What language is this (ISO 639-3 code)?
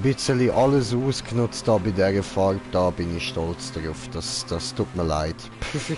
gsw